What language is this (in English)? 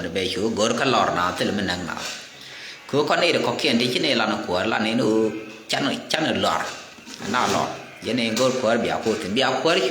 Nuer